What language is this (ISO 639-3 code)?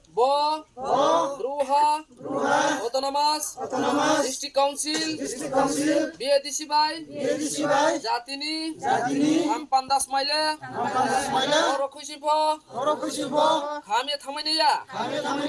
ria